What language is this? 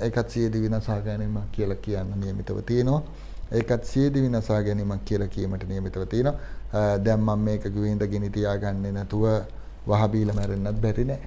Sinhala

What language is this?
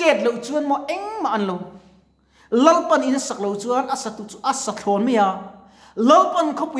Mizo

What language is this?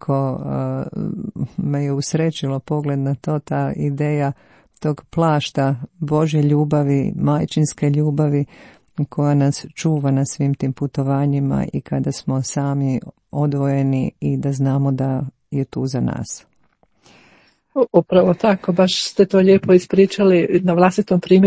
Croatian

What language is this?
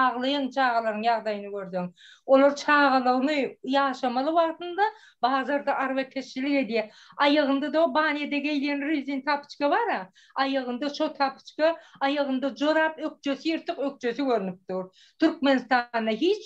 Turkmen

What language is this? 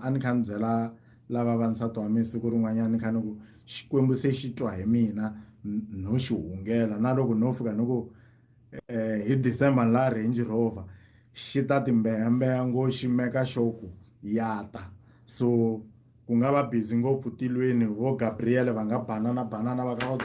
Tsonga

